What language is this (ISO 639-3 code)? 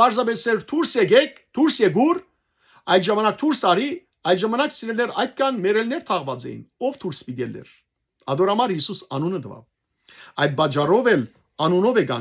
hyw